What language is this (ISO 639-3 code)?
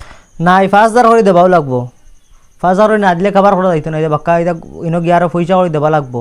syl